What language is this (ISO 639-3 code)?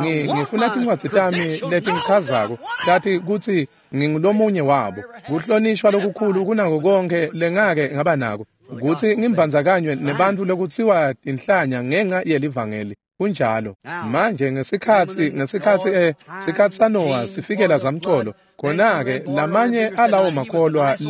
ssw